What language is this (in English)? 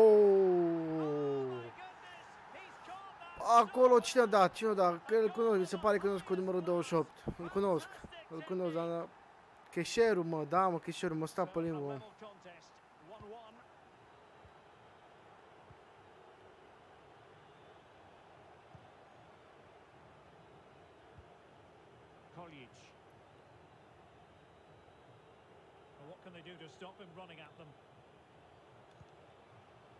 Romanian